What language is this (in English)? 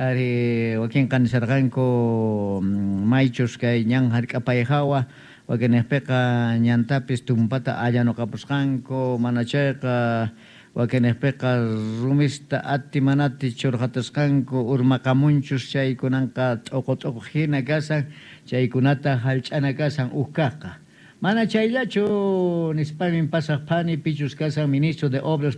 Quechua